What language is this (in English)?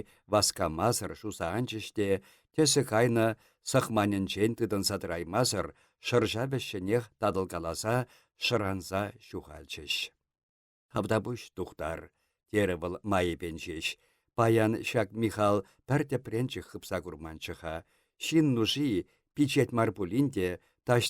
Chuvash